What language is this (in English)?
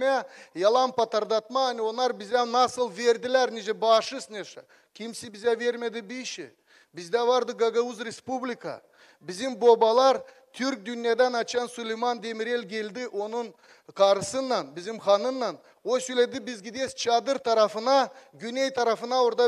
Gagauz